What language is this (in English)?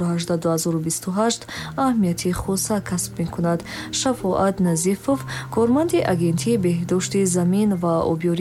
Tajik